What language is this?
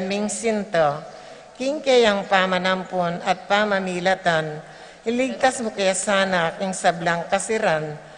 Pampanga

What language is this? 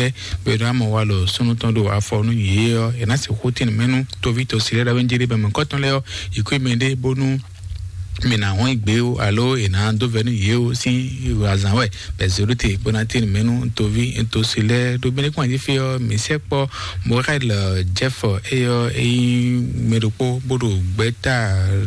Fon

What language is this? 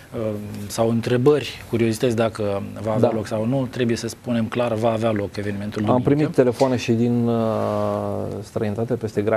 Romanian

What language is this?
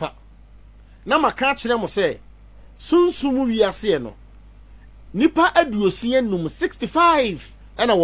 Akan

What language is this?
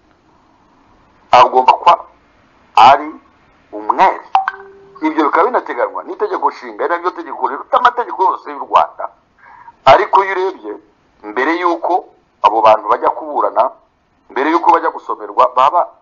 Kinyarwanda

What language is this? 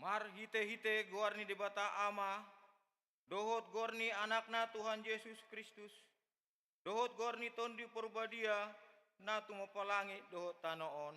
Batak Toba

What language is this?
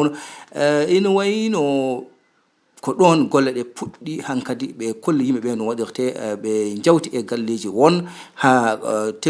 Fula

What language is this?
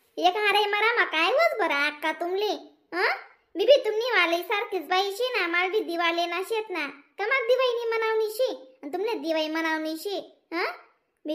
Khandesi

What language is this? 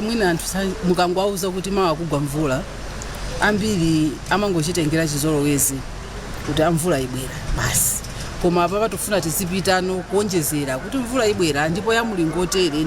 Nyanja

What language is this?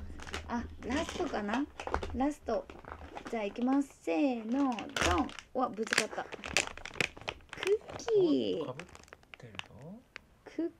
Japanese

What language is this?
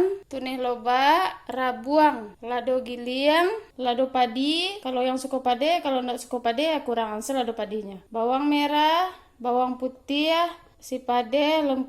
Minangkabau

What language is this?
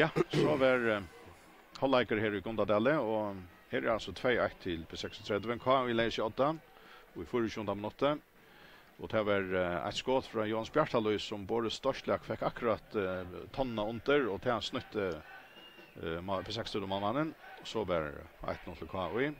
Faroese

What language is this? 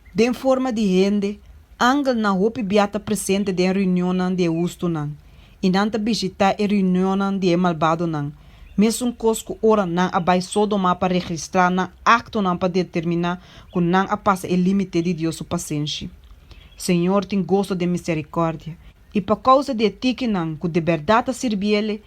Papiamento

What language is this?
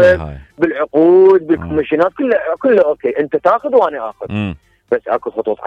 Mesopotamian Arabic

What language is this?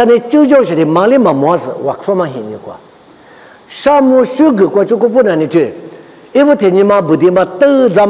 Lisu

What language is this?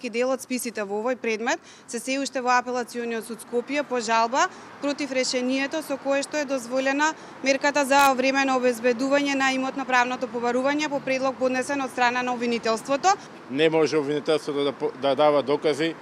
Macedonian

